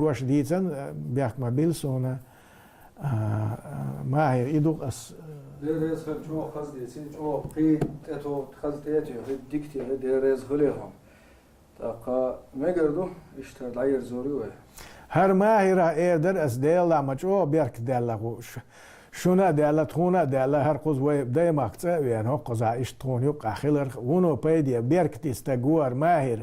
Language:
Chechen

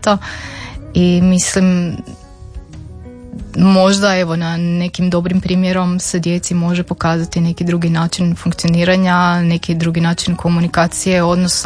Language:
Croatian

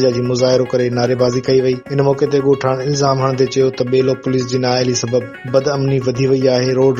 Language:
Sindhi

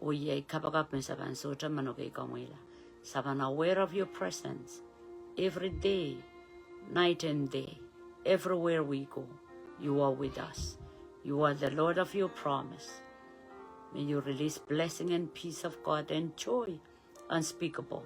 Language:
Pohnpeian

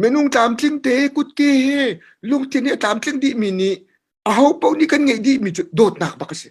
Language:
Hakha Chin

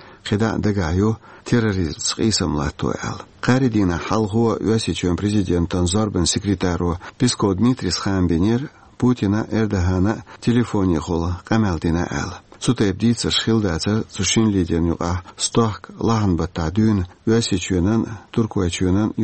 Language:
Chechen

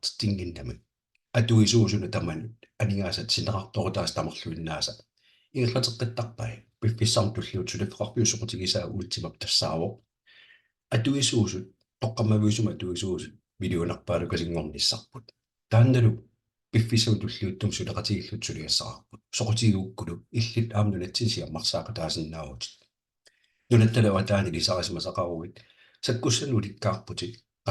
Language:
Kalaallisut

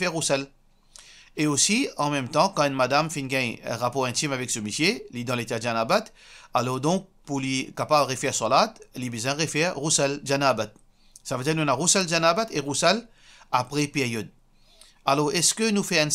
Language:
Morisyen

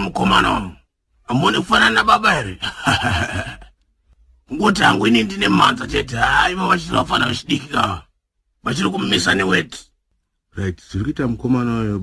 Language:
Shona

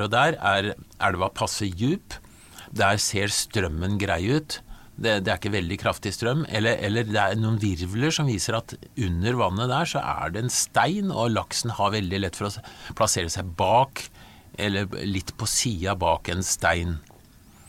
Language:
Norwegian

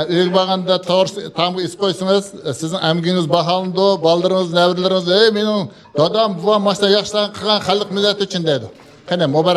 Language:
Uyghur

